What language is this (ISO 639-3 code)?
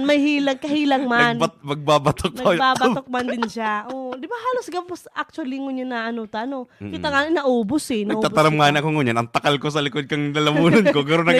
bik